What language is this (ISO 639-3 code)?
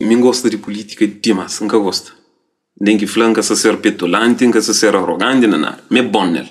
kea